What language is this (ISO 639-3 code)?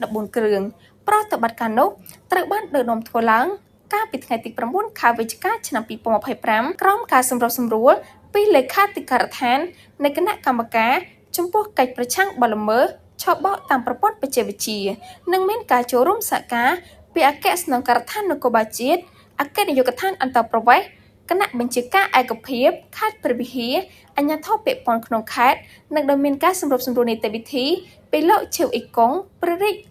khm